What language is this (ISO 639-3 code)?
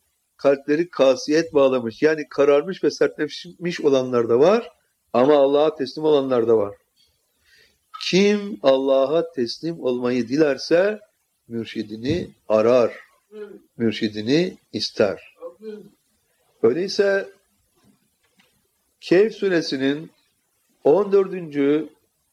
tur